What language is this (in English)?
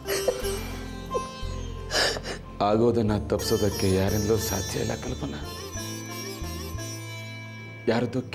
Kannada